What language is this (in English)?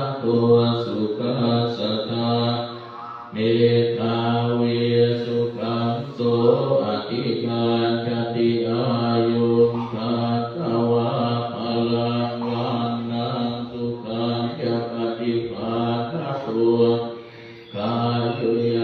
Pali